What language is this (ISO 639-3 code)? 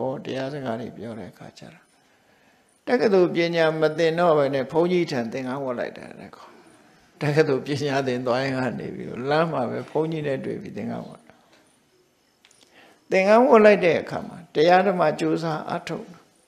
mya